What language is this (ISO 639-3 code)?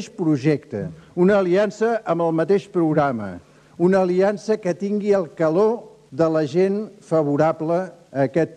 cat